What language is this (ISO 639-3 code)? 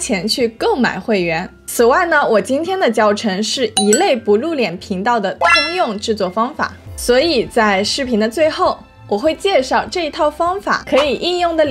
zho